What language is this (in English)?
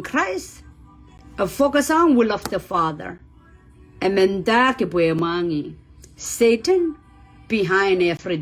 Pohnpeian